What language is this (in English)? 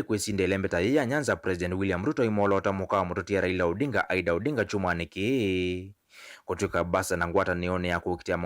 Kamba